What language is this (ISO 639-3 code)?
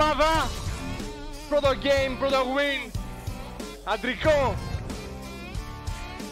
ell